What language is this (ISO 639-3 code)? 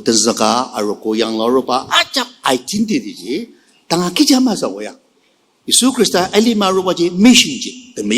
njo